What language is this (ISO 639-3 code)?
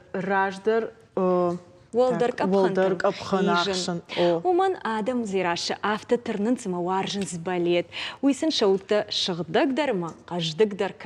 oss